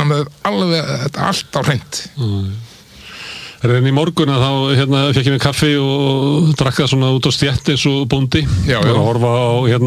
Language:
Icelandic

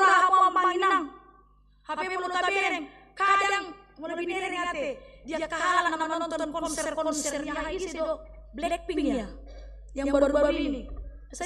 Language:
Batak Toba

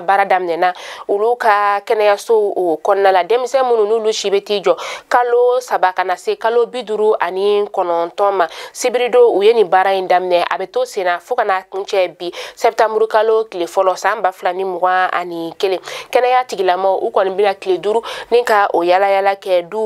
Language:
Bambara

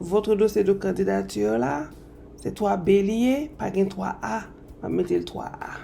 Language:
Haitian Creole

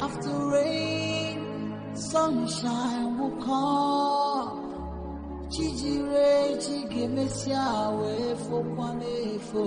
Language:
Ewe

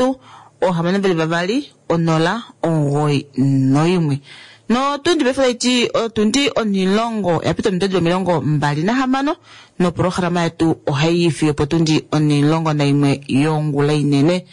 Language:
Kuanyama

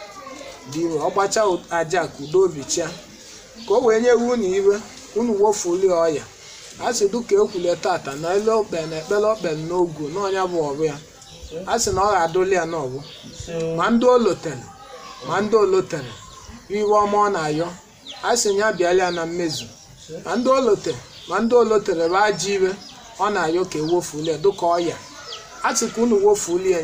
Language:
Igbo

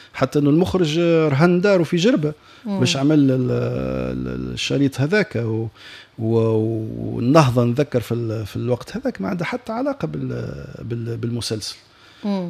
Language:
Tunisian Arabic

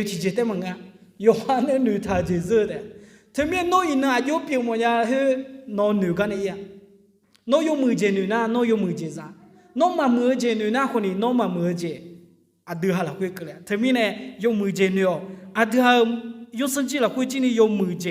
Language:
Akha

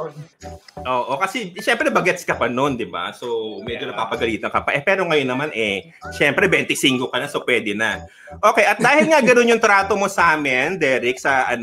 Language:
Filipino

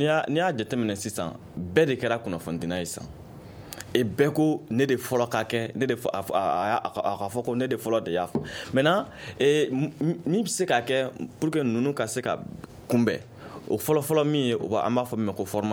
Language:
Bambara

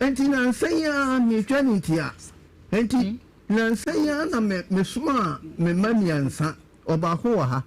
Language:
Akan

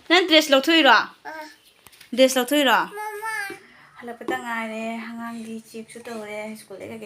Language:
Manipuri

